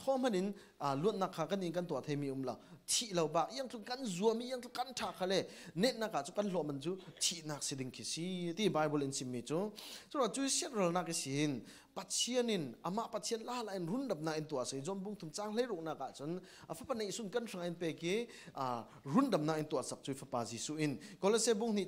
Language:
Falam Chin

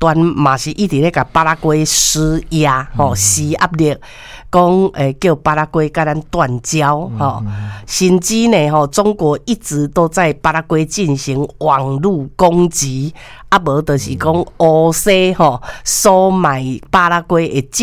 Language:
Min Nan Chinese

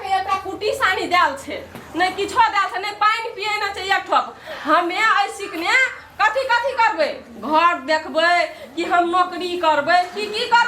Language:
Maithili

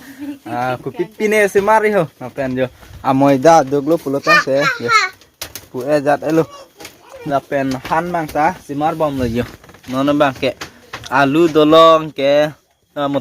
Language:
Karbi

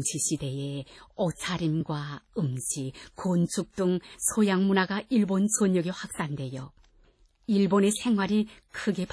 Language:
Korean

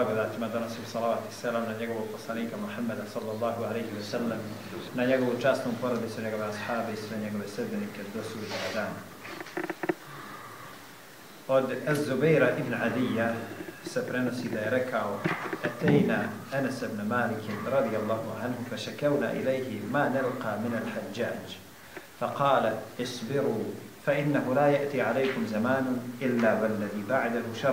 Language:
Bosnian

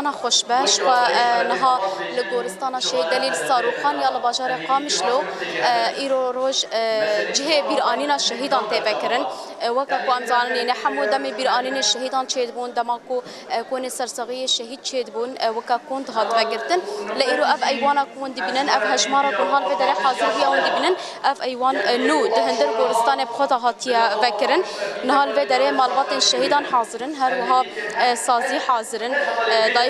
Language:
Kurdish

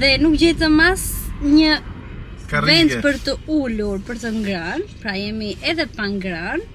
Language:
Albanian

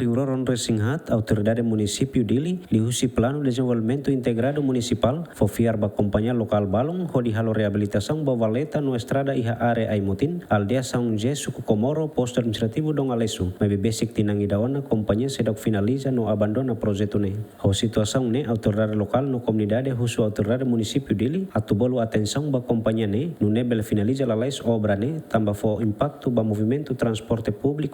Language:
Tetum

